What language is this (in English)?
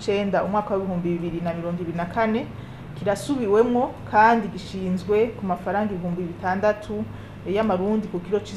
Rundi